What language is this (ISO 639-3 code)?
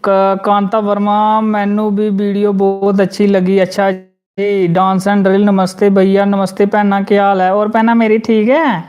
doi